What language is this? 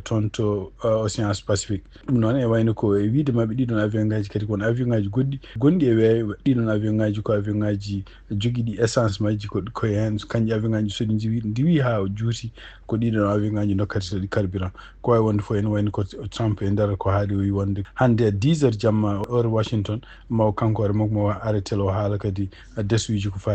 Fula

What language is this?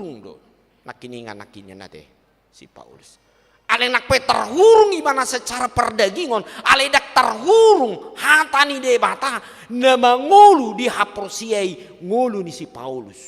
Batak Toba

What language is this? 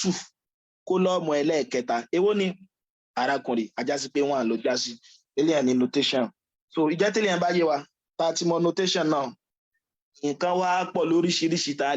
Yoruba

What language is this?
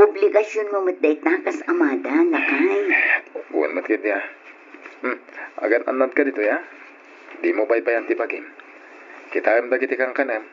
Iloko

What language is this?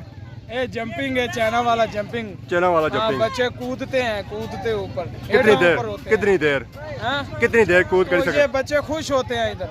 Pahari-Potwari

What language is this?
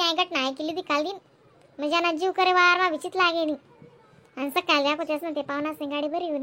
Khandesi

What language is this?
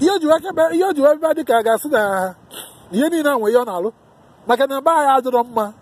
Igbo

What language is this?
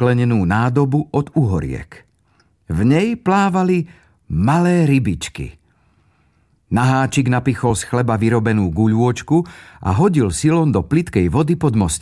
Slovak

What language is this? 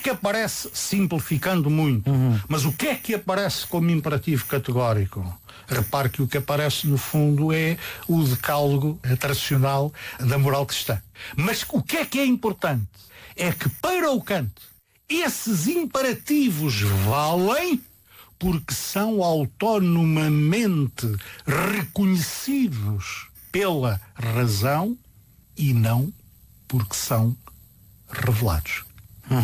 Portuguese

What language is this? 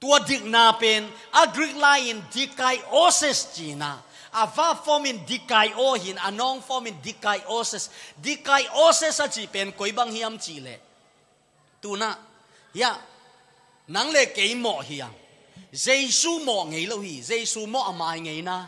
Tedim Chin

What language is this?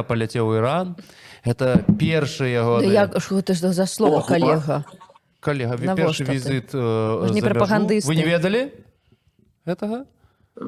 Belarusian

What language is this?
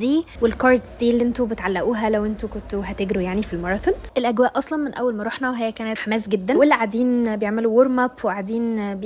Egyptian Arabic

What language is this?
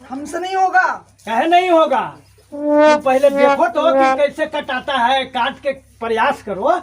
Magahi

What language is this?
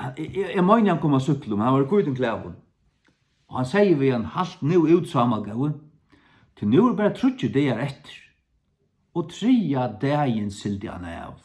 Faroese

